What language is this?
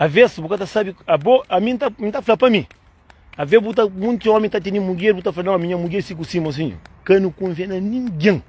Kabuverdianu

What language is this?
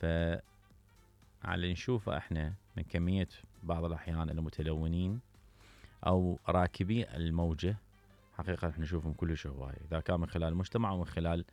Mesopotamian Arabic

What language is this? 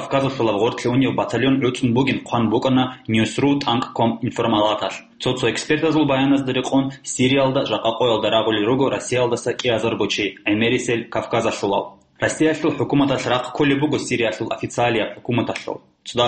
Avaric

